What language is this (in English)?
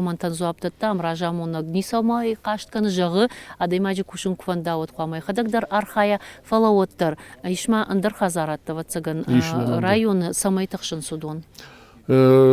Ossetic